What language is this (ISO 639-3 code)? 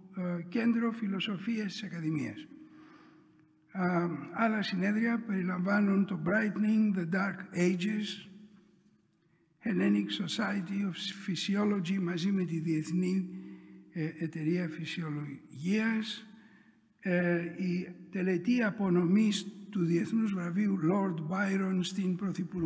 ell